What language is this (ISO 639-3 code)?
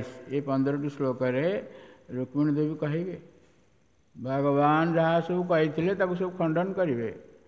ori